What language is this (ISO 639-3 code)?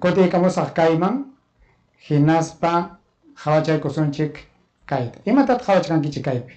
quy